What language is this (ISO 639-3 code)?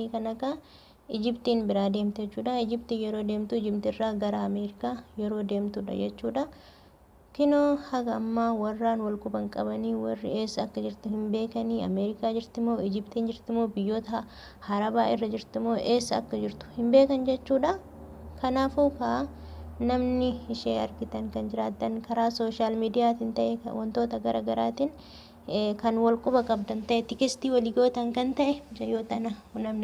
orm